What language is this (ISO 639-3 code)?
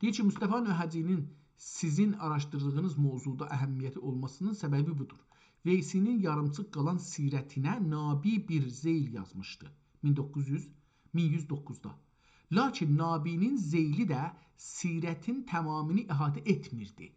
azb